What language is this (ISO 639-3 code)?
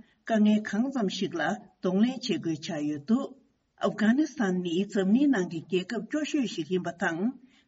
bod